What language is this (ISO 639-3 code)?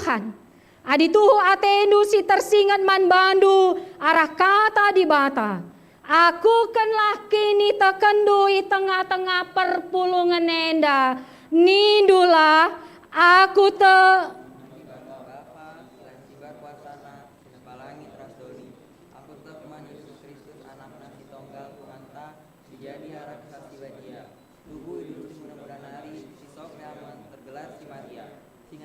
btx